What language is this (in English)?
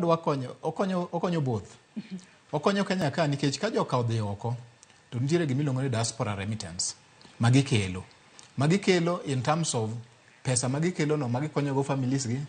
Luo (Kenya and Tanzania)